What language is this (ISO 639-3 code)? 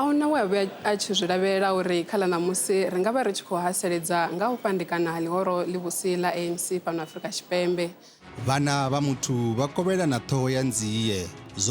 ven